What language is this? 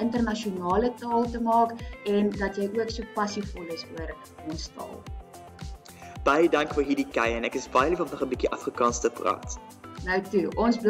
Afrikaans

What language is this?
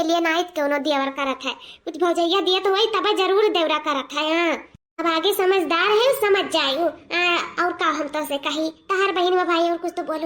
Awadhi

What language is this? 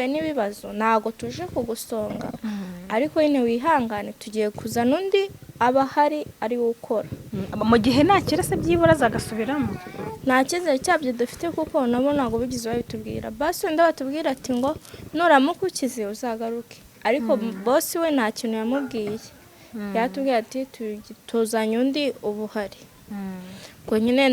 Kinyarwanda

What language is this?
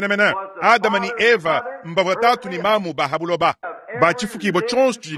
Luba-Lulua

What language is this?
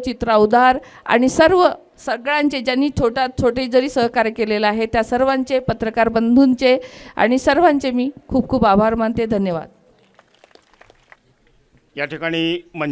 Marathi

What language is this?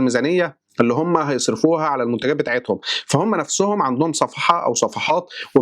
Egyptian Arabic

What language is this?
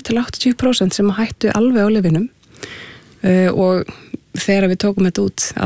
Icelandic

